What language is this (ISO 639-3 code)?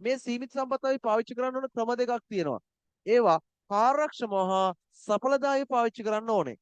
sin